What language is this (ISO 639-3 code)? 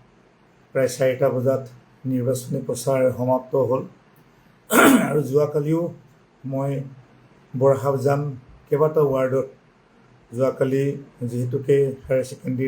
asm